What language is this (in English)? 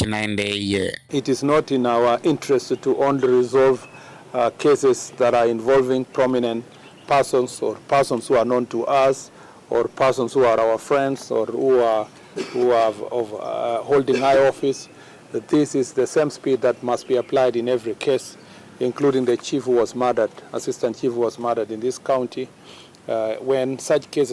Kamba